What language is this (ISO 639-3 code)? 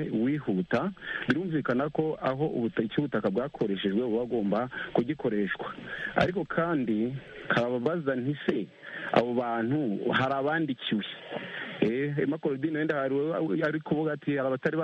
kin